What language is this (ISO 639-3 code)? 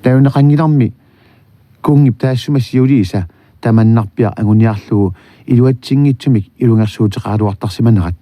kal